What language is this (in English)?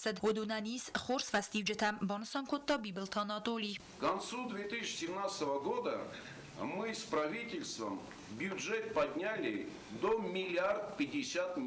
Ossetic